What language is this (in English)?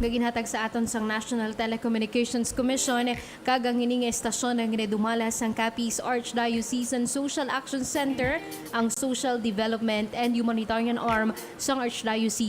Hiligaynon